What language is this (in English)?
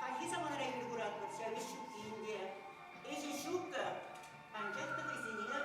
Chuvash